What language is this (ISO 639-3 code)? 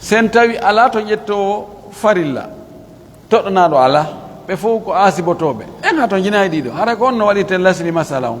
fuf